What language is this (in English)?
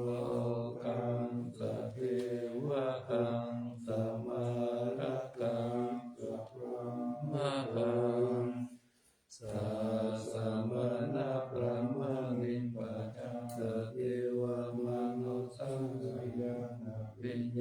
Pali